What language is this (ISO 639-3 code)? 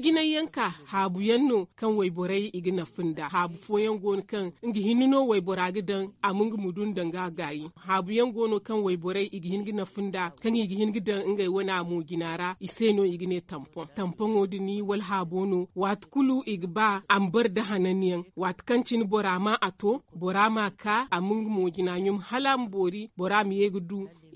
dje